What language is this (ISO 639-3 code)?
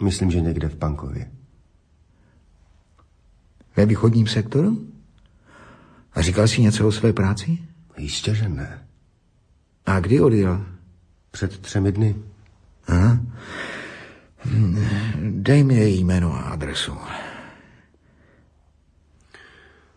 ces